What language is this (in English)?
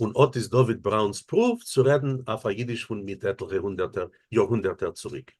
Yiddish